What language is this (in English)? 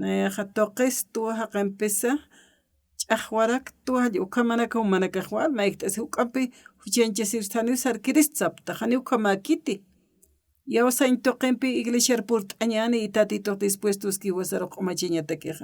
Aymara